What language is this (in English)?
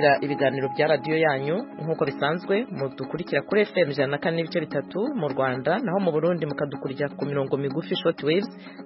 Kinyarwanda